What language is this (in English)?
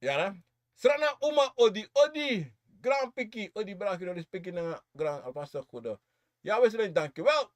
Sranan Tongo